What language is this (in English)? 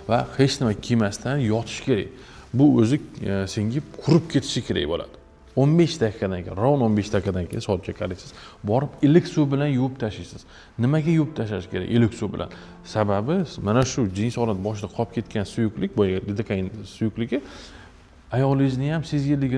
Uzbek